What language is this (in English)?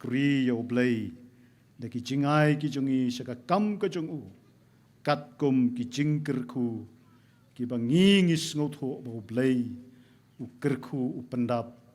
Khasi